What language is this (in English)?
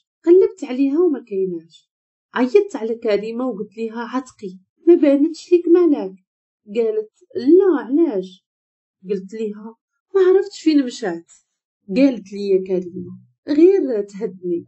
Moroccan Arabic